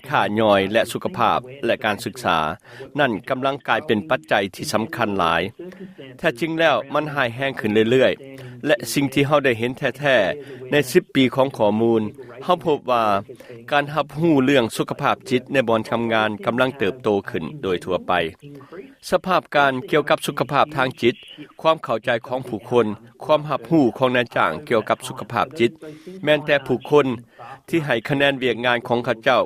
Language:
Lao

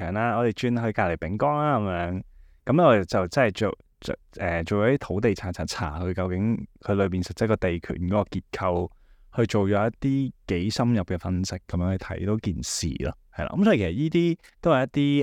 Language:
Cantonese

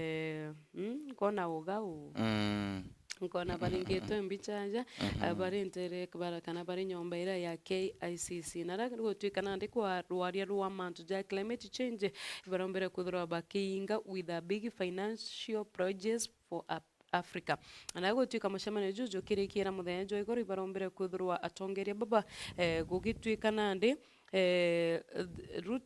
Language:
Meru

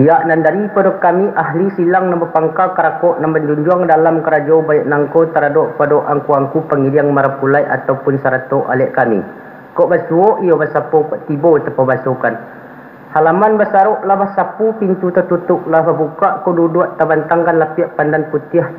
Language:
Minangkabau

